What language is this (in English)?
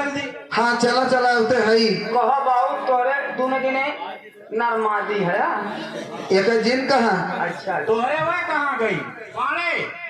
Awadhi